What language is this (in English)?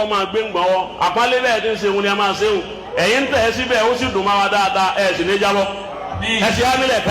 Yoruba